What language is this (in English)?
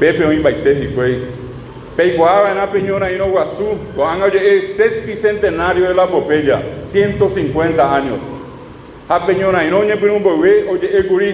Guarani